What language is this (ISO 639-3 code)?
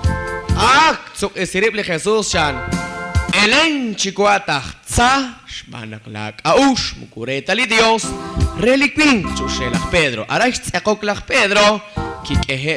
kek